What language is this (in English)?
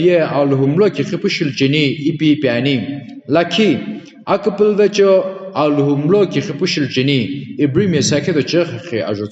Sumi Naga